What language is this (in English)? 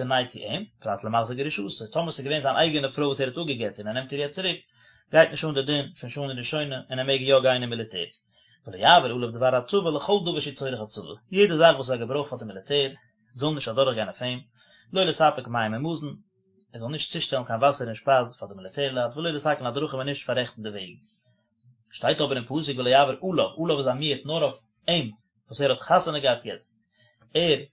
Yiddish